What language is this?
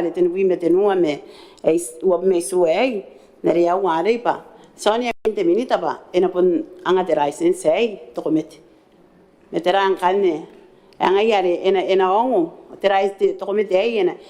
Gilbertese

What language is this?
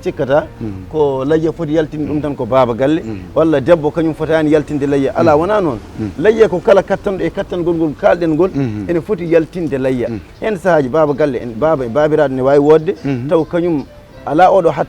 Fula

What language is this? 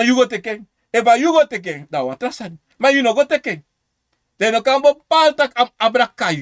Sranan Tongo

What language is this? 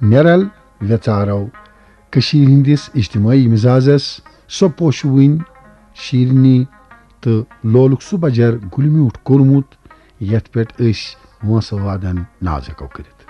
Kashmiri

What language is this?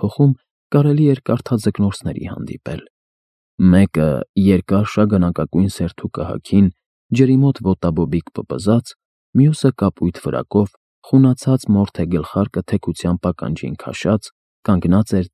Armenian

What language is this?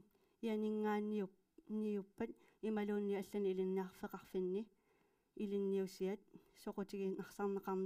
Kalaallisut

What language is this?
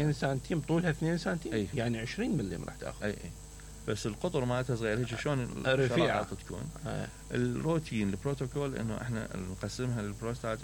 Mesopotamian Arabic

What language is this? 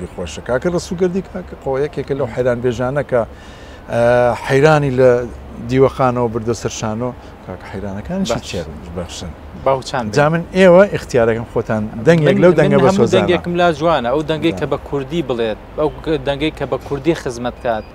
Central Kurdish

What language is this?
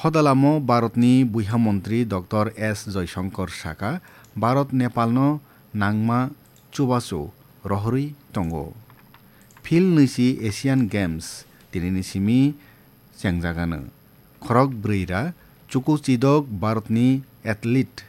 Kok Borok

